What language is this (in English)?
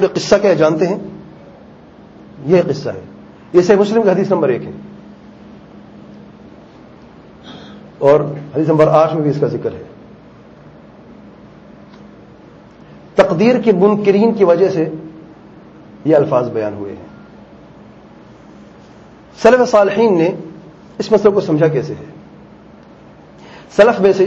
Urdu